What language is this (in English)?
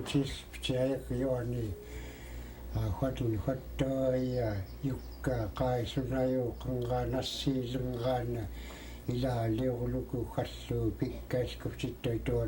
Central Yupik